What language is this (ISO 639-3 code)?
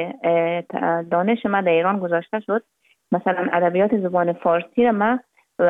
fas